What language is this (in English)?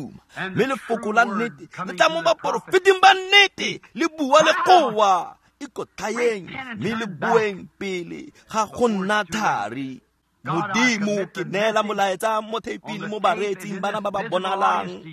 Tswana